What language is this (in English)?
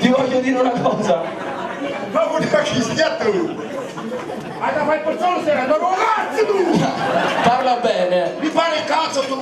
Neapolitan